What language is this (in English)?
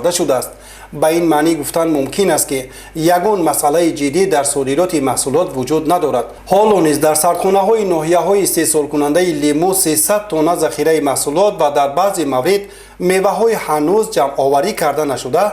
Tajik